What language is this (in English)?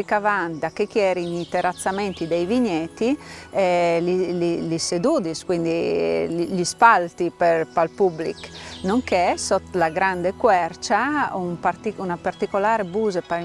Friulian